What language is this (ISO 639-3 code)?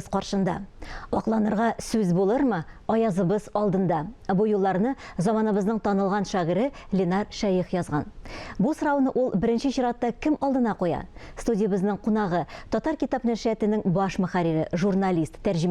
tat